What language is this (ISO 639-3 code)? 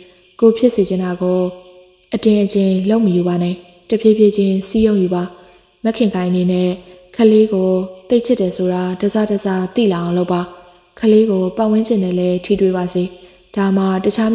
mya